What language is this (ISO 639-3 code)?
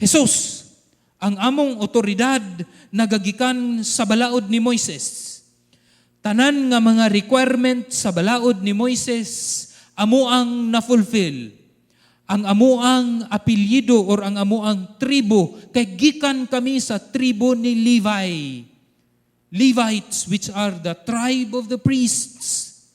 ceb